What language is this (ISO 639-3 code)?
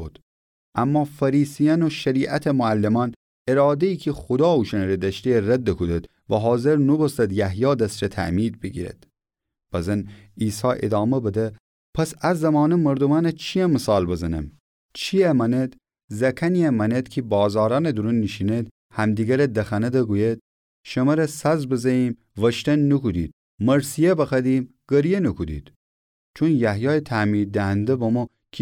glk